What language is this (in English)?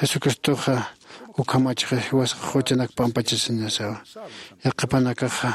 Aymara